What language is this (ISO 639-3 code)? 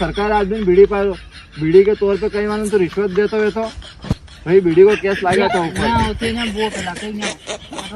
raj